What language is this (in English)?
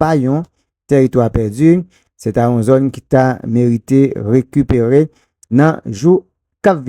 Haitian Creole